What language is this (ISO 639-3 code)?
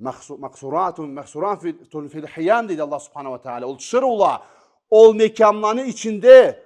krc